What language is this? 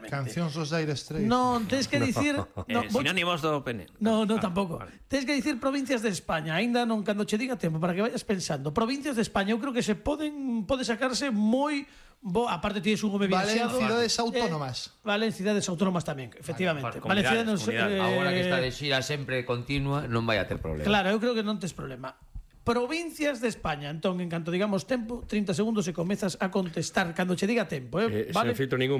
Galician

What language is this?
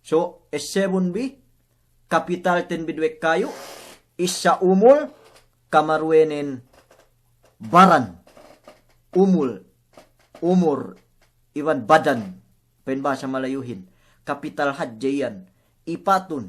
Yakan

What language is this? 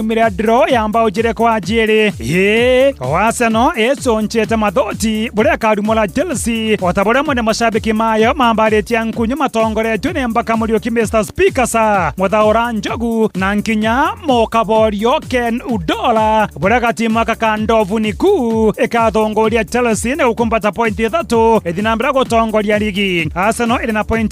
Meru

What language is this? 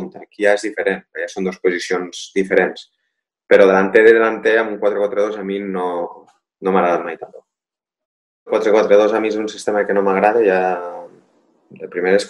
Catalan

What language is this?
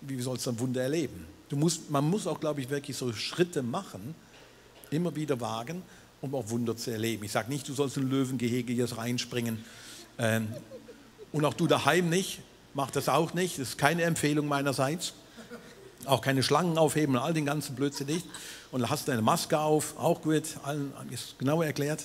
Swiss German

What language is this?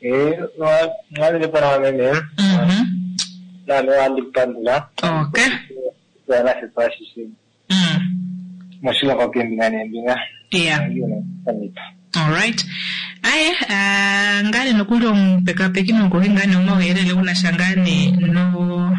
Kuanyama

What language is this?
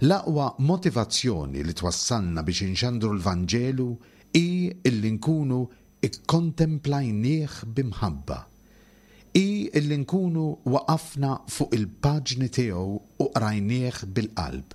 Maltese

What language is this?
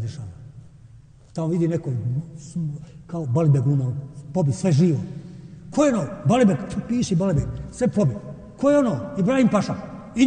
Bosnian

